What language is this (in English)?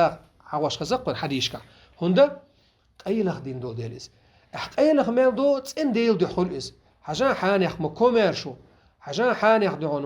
Chechen